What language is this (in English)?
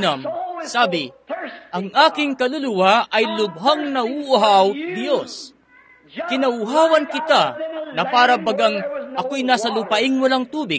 Filipino